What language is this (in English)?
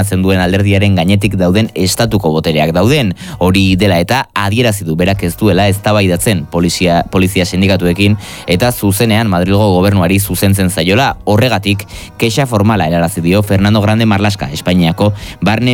Basque